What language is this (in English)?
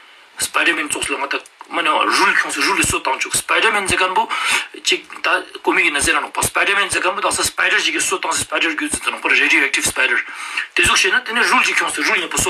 Ladakhi